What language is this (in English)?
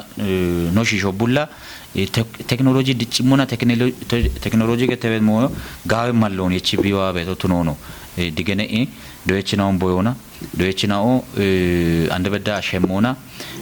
Kafa